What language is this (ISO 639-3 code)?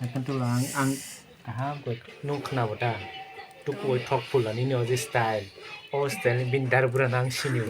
trp